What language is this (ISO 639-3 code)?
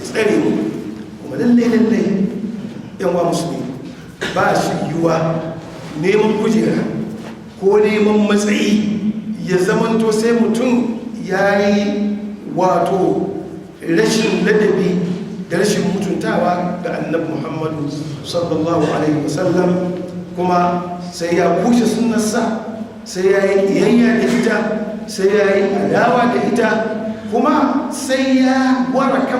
hau